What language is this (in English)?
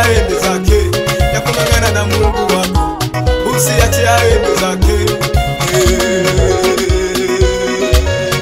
Swahili